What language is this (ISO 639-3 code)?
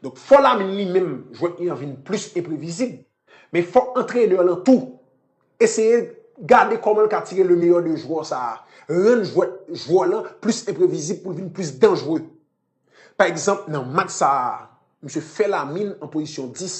hat